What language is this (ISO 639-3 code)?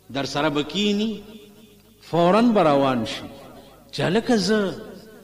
pus